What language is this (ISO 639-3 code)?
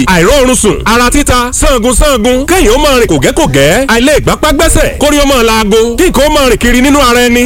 yor